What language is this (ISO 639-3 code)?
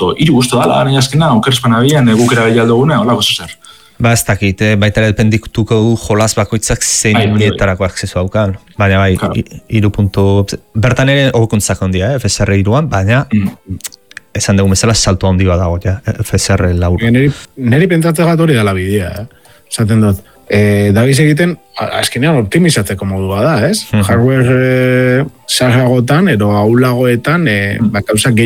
eus